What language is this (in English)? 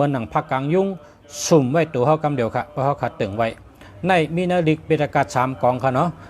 Shan